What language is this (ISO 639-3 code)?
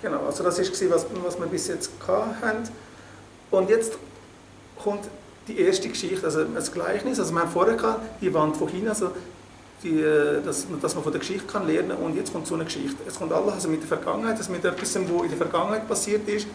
gsw